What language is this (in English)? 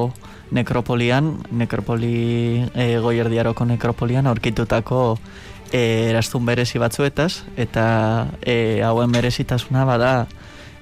Basque